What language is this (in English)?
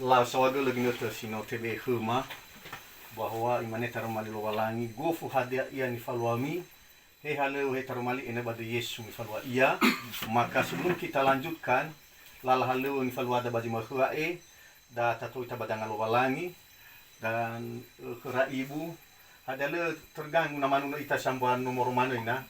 Nias